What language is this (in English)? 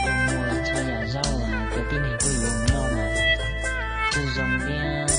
Hmong